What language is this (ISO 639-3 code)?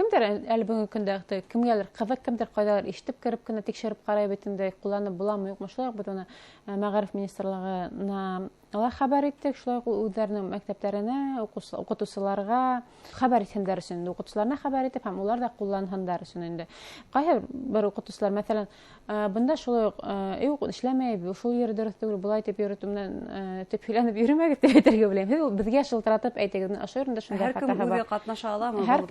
bak